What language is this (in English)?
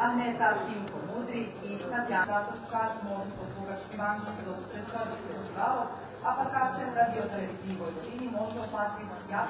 Rusyn